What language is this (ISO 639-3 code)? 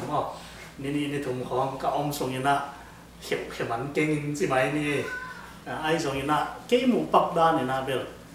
ctd